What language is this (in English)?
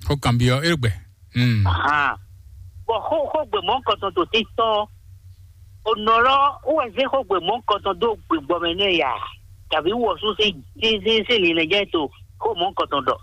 Fon